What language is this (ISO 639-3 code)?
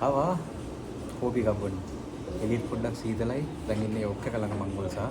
sin